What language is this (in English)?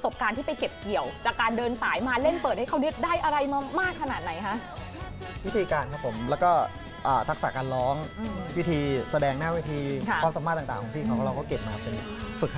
Thai